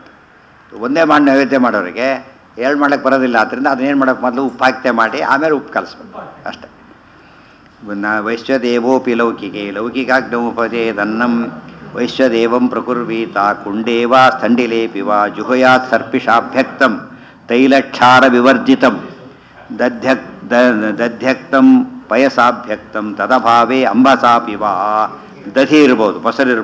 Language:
Kannada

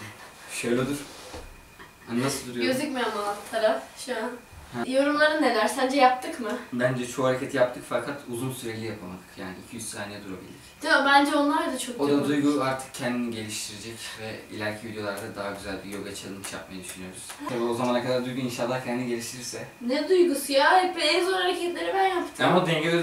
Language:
Turkish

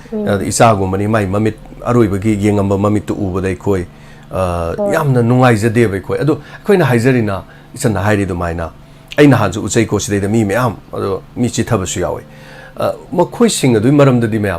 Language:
Manipuri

